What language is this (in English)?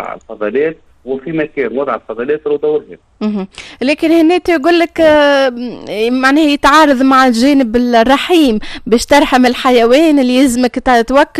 Tunisian Arabic